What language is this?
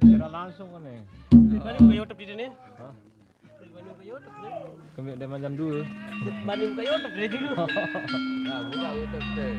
Sasak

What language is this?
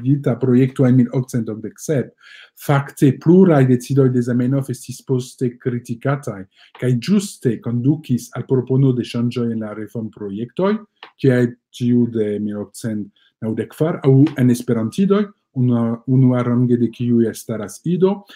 Esperanto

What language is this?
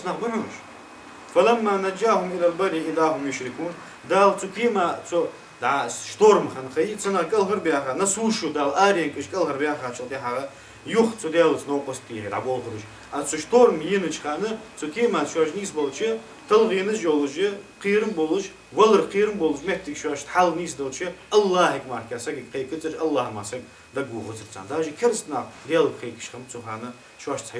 Ingush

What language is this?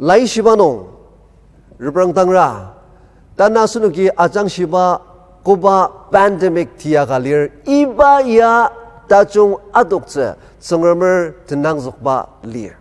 Ao Naga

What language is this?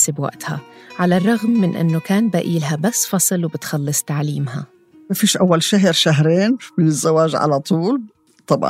North Levantine Arabic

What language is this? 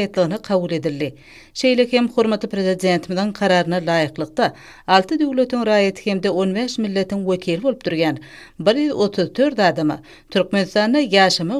Turkmen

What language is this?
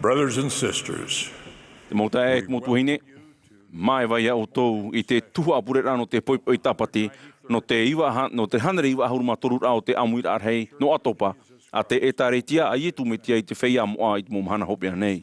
Tahitian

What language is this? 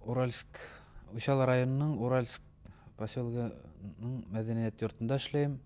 Bashkir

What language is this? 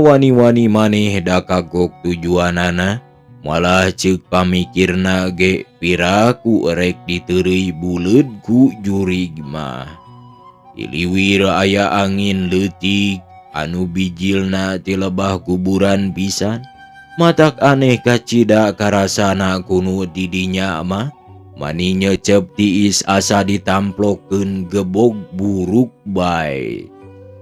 Sundanese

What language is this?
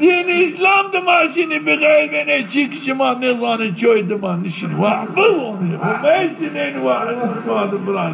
Zaza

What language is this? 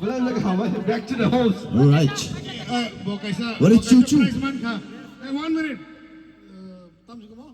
Kok Borok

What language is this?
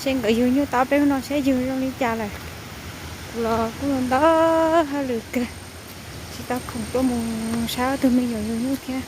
Hmong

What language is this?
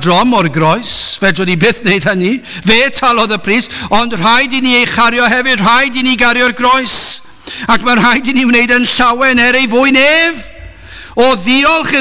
Welsh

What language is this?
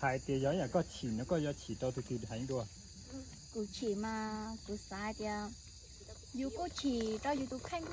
Hmong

